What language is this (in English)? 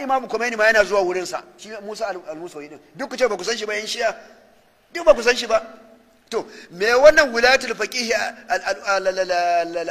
Hausa